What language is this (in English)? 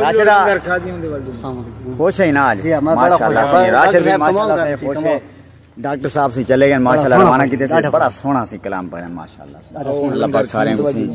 Saraiki